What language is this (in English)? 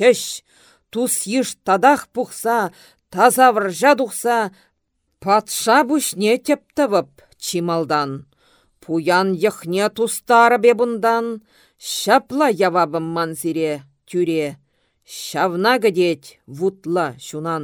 Chuvash